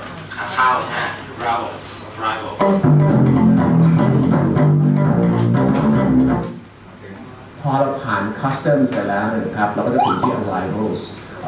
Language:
Thai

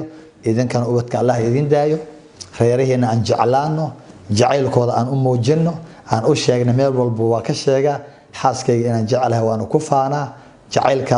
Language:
Somali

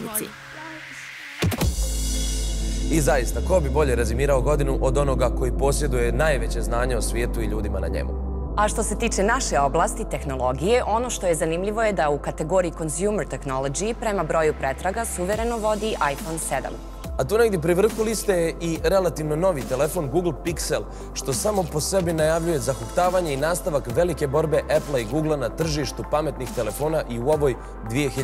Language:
Bosnian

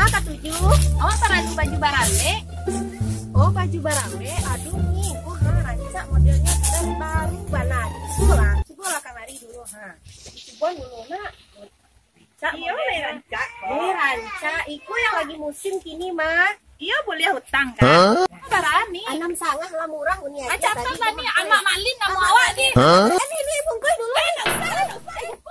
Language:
Minangkabau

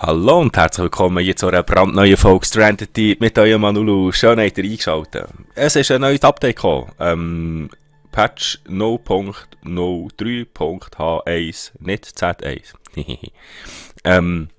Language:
Swiss German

